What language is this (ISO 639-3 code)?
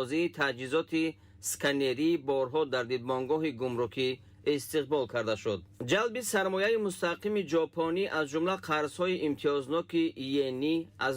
tgk